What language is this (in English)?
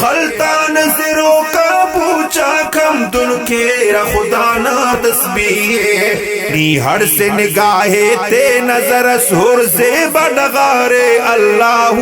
Brahui